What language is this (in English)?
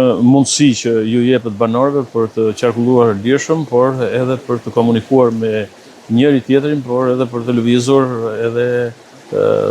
Albanian